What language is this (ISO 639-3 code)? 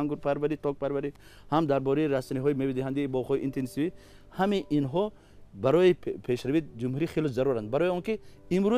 tgk